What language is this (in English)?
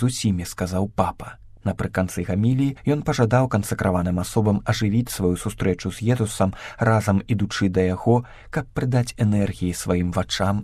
Belarusian